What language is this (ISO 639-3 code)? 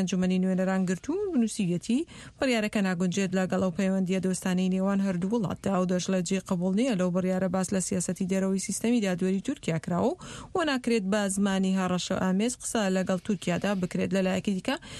ckb